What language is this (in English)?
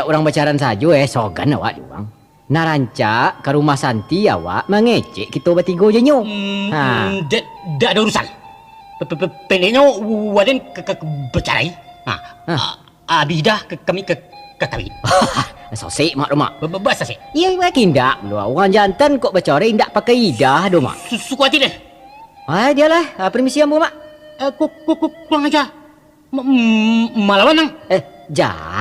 Minangkabau